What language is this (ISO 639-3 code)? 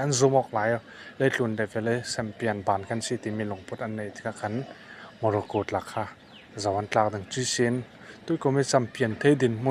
cfm